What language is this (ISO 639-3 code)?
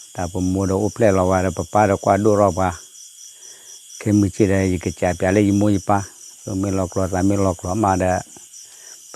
ksw